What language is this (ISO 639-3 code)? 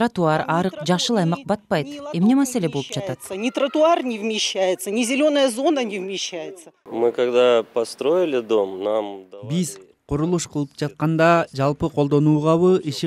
kir